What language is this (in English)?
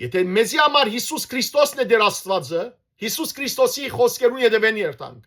Western Armenian